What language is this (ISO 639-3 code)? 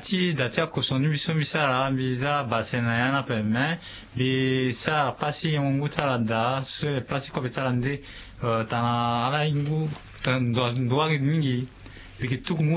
sag